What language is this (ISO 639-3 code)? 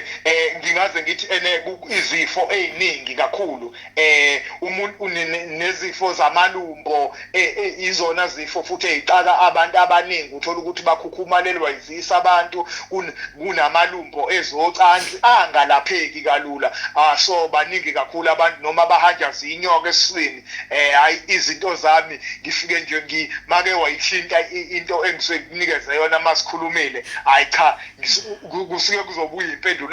zul